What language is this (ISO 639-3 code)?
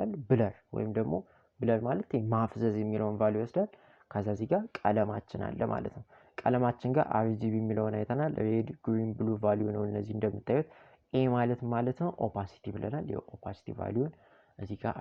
amh